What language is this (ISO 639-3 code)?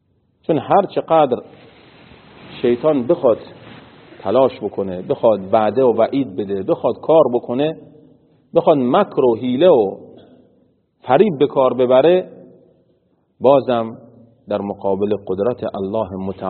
fas